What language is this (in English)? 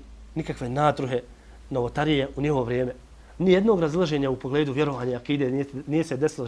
Bosnian